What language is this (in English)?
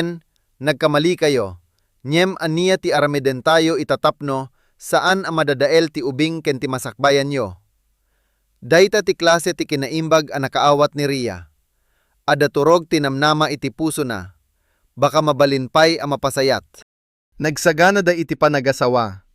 Iloko